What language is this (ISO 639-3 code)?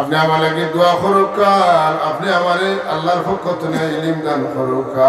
syl